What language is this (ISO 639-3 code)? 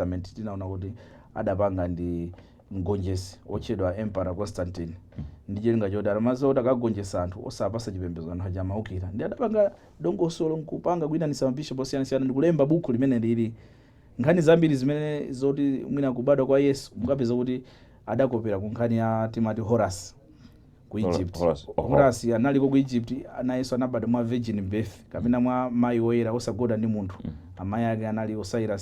nya